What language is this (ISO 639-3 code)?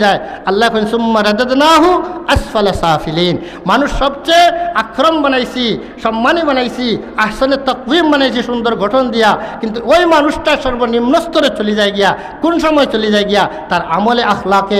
syl